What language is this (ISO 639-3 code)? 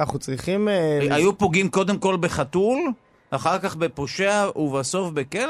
heb